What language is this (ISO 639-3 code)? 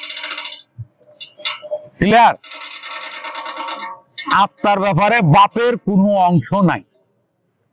ben